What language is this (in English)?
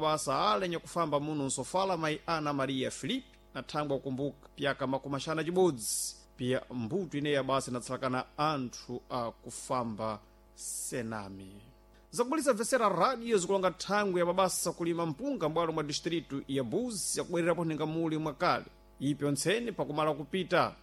Sena